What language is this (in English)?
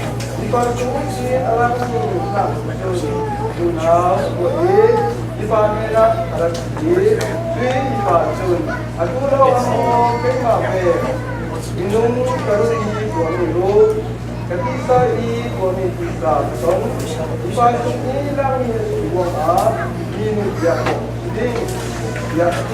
Falam Chin